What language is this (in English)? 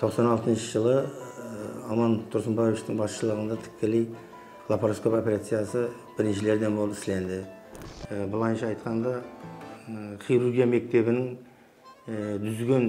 Kara-Kalpak